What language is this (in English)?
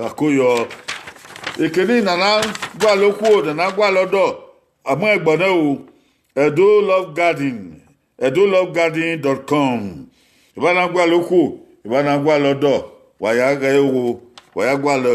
Bini